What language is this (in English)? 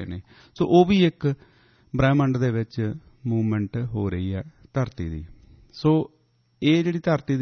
Punjabi